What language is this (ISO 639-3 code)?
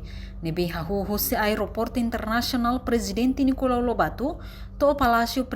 tet